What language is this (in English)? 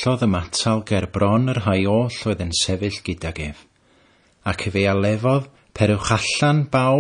Welsh